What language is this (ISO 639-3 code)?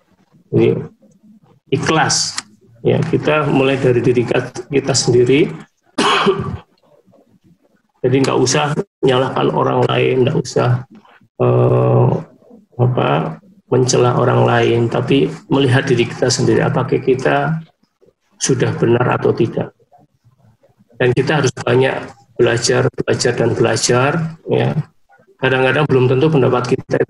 ind